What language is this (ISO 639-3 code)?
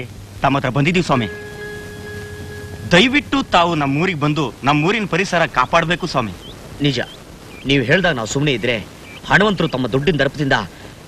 kan